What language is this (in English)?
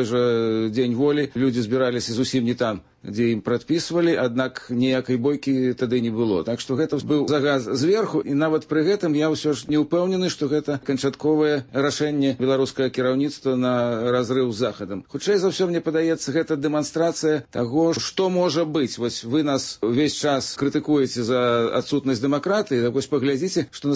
Belarusian